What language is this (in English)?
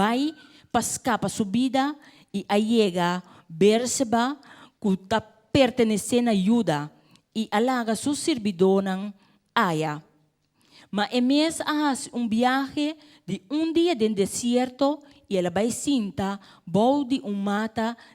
Papiamento